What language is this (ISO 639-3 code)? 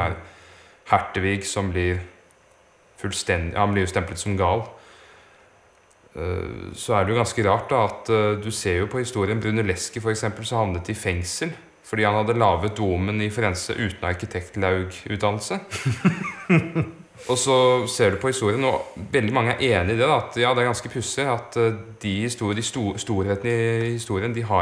nor